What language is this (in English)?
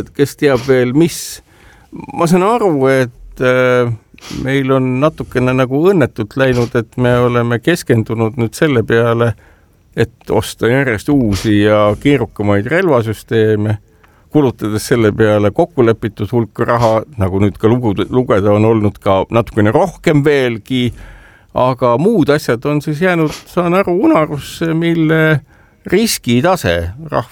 Estonian